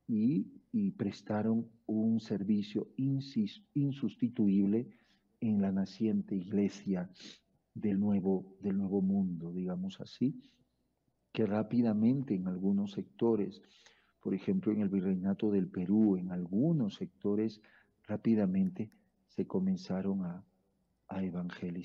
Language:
Spanish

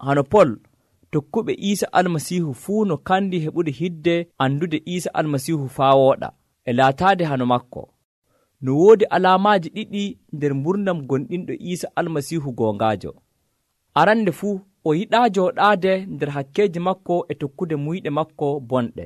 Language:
Nigerian Fulfulde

